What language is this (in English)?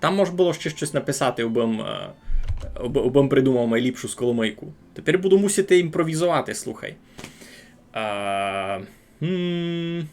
Rusyn